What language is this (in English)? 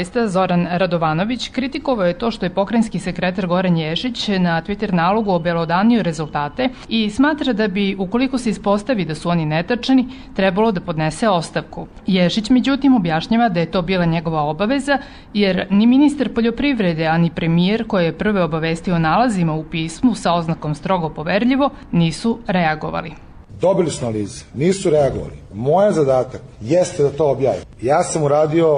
Serbian